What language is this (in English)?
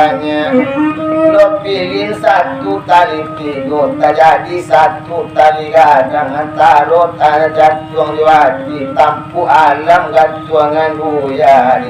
Minangkabau